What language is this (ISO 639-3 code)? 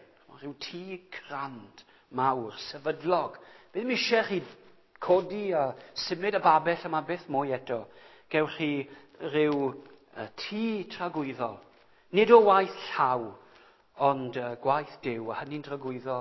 cym